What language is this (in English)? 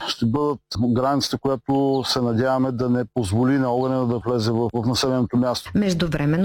Bulgarian